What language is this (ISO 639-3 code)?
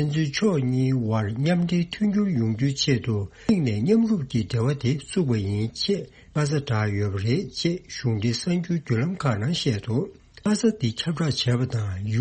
bod